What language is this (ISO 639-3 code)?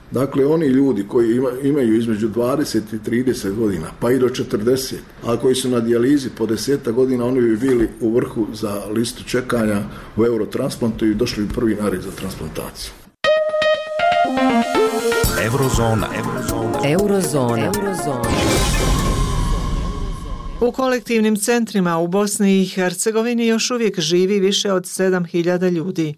bos